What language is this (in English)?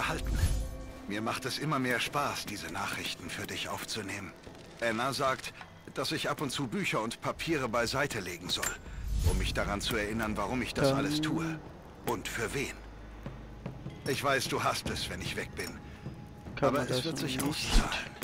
German